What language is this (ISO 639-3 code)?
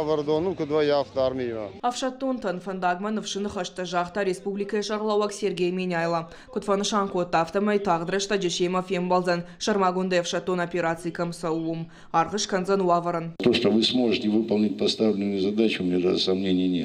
oss